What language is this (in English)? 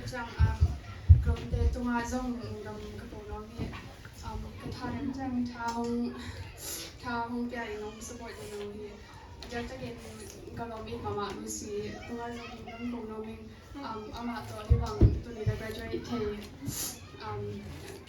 Tedim Chin